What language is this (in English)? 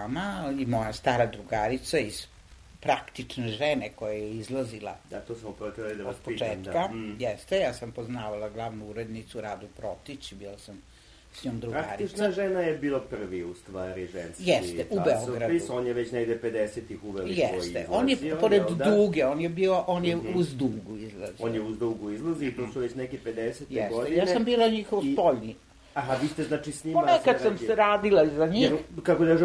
Serbian